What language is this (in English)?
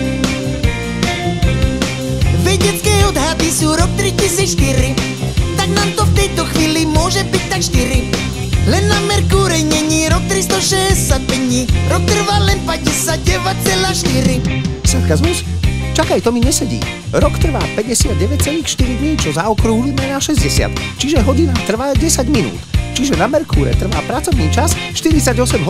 Slovak